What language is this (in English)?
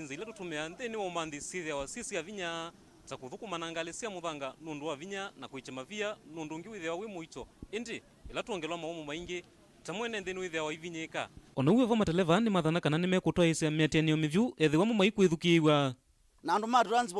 Kamba